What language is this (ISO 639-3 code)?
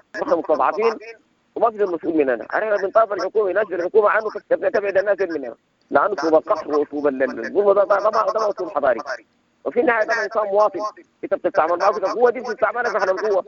apd